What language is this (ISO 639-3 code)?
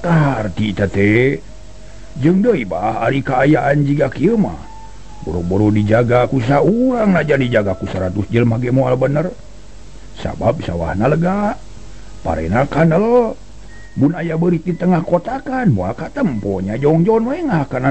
sun